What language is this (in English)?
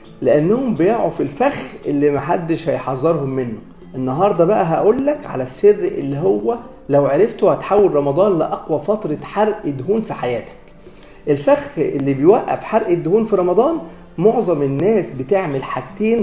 Egyptian Arabic